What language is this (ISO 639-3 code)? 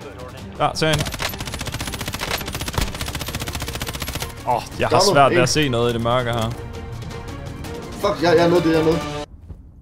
dan